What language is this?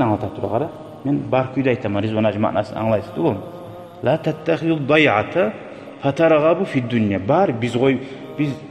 Kumyk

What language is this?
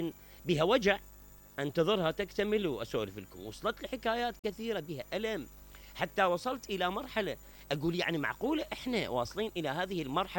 Mesopotamian Arabic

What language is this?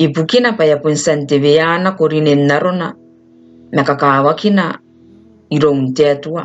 Gilbertese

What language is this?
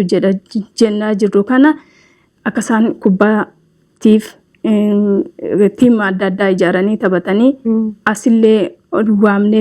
Oromo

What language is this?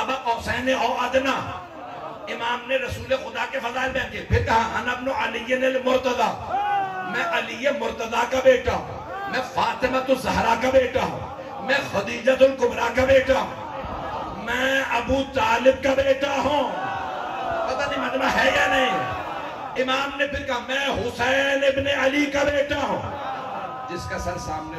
Urdu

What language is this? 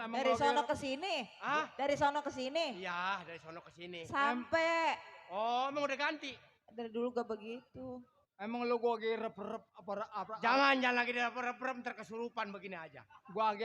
Betawi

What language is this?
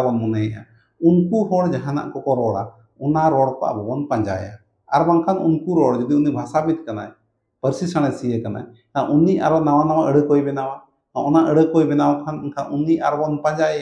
Santali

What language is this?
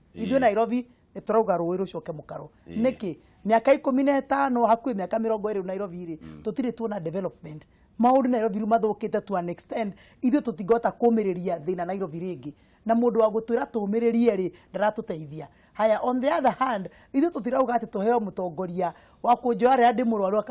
Kikuyu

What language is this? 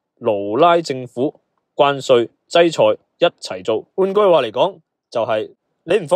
Cantonese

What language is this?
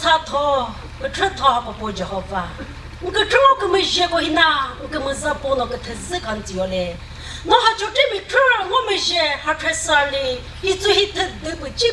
Chokri Naga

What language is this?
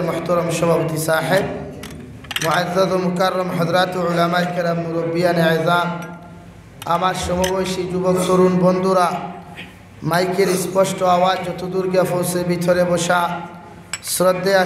Sylheti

